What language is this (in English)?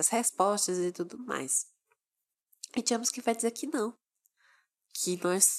Portuguese